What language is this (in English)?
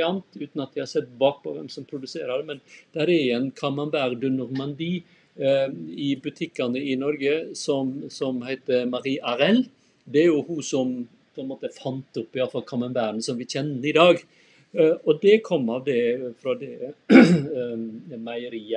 Norwegian